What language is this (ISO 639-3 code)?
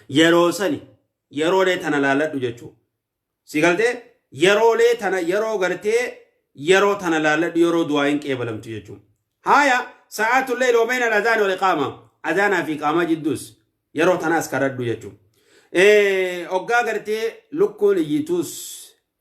orm